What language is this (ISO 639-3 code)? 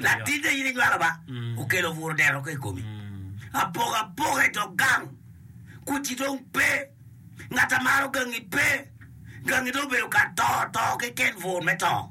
ach